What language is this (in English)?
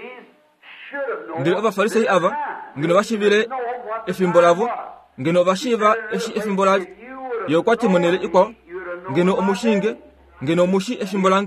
Kuanyama